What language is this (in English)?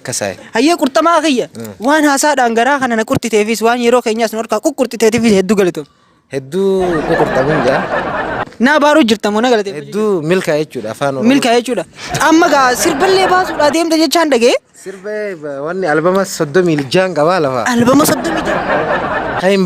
Oromo